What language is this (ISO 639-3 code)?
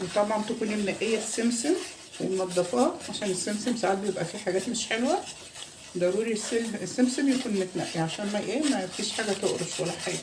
arz